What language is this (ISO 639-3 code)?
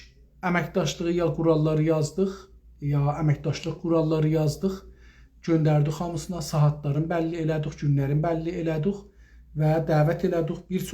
azb